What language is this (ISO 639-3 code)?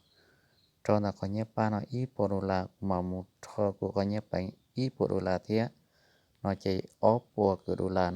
hmn